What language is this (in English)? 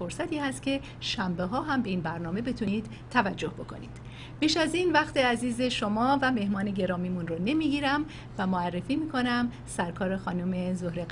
Persian